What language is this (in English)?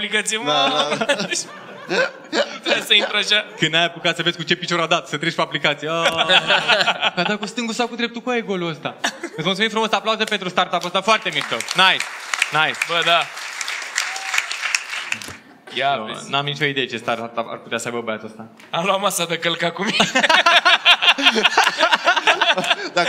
Romanian